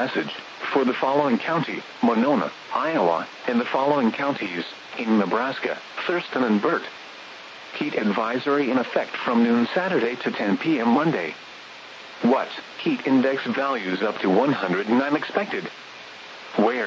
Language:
English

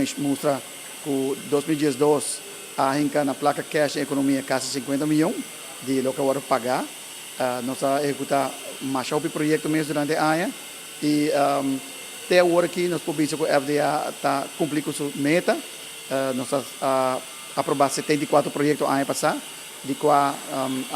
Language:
Papiamento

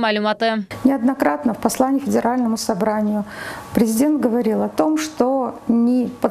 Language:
Crimean Tatar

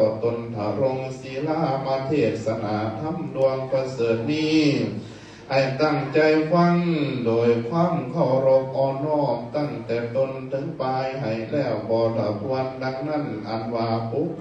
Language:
Lao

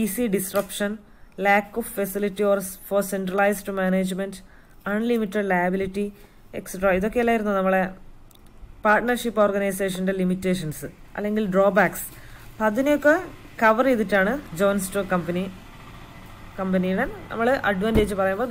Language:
Malayalam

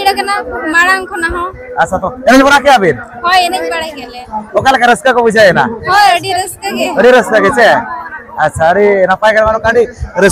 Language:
Santali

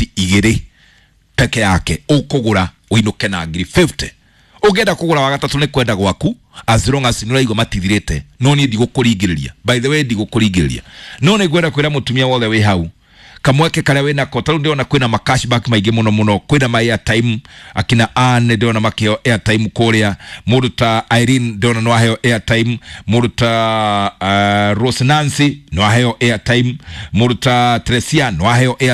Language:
Kikuyu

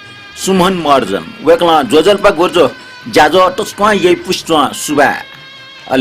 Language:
Newari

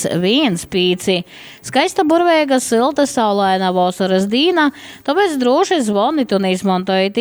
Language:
Latgalian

